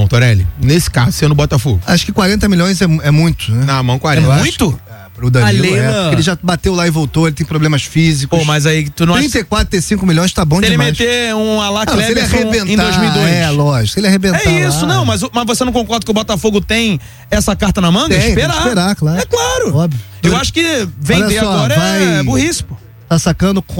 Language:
Portuguese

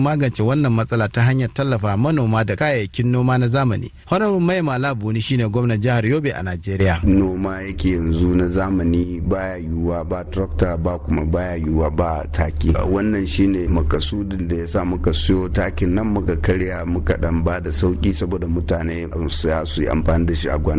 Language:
Hausa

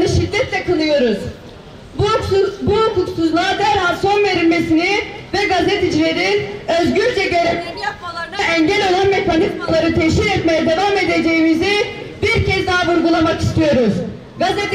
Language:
Turkish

